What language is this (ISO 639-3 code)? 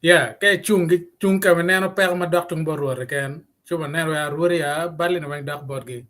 ach